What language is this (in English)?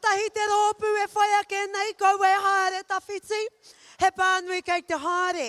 Māori